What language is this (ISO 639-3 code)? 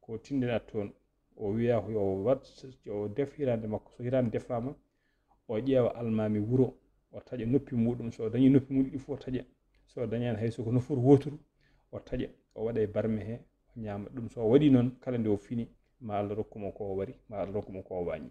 ful